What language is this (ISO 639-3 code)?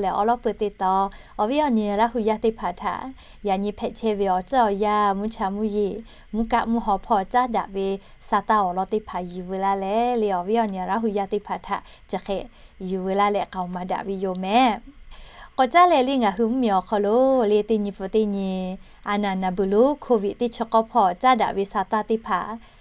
lhu